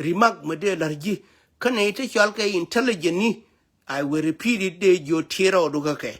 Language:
Nuer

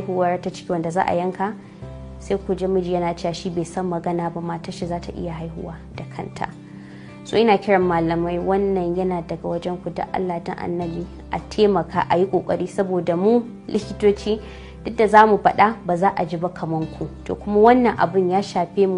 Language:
Hausa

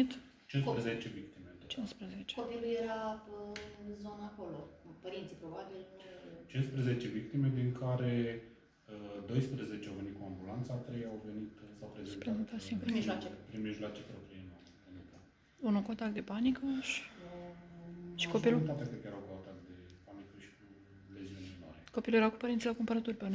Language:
Romanian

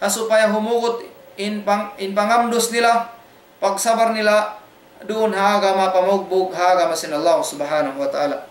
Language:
Tausug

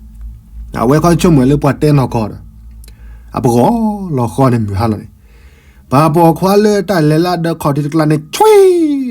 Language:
S'gaw Karen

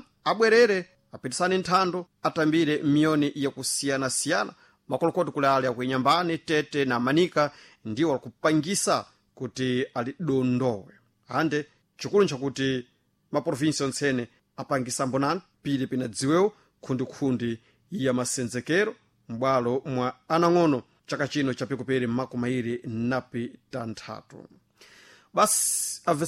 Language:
Sena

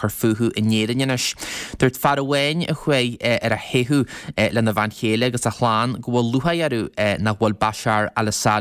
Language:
Irish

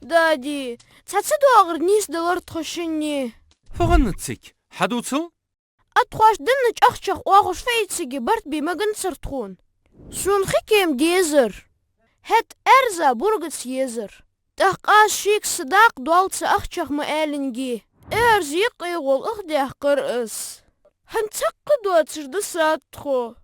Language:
Ingush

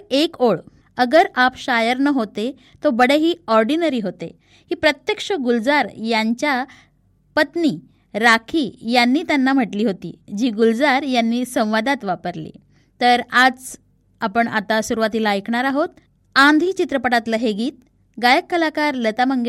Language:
Marathi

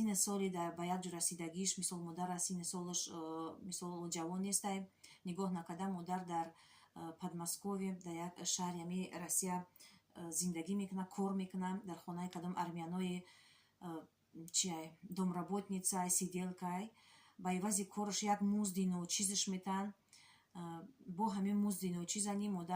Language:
Tajik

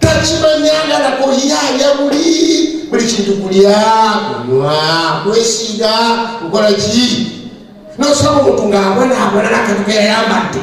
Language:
Ganda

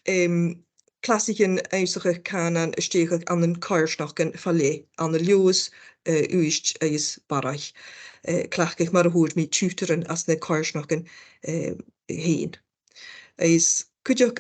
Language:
Scottish Gaelic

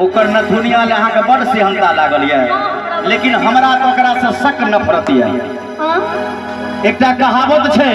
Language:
Maithili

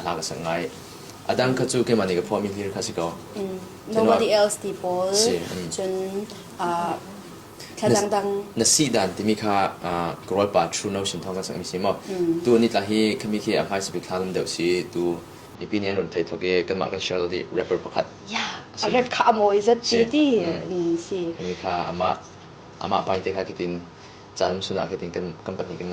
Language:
Falam Chin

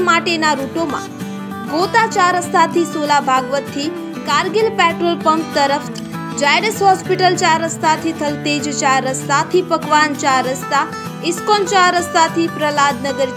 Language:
Gujarati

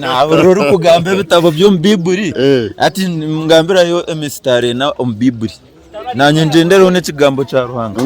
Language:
Nyankole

